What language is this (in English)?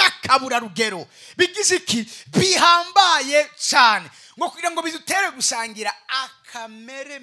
Rundi